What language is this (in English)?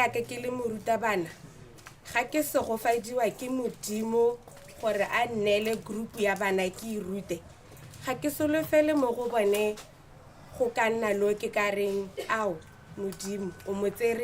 Tswana